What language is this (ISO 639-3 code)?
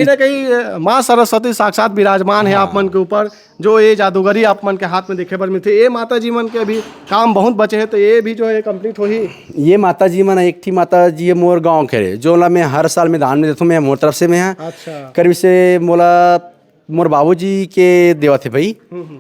hne